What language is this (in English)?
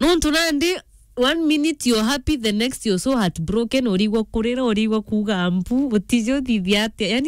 Meru